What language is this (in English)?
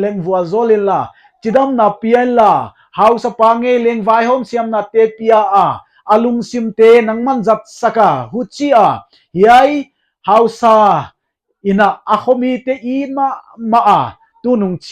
Paite Chin